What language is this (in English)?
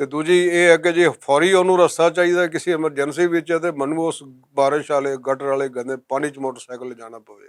Western Panjabi